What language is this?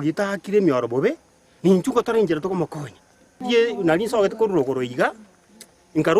Gusii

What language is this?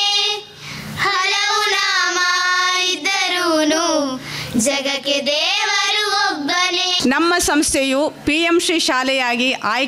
Kannada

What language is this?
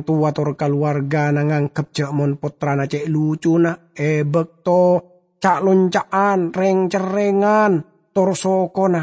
Madurese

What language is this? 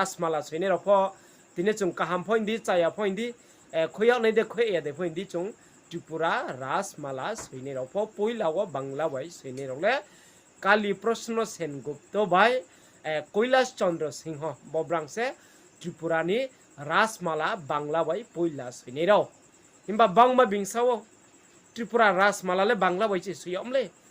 Riang (India)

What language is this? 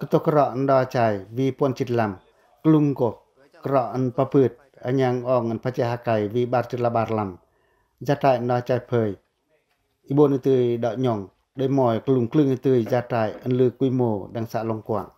Pacoh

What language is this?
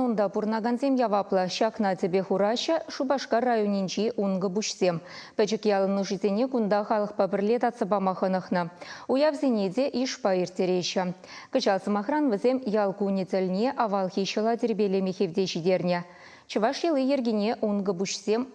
Chuvash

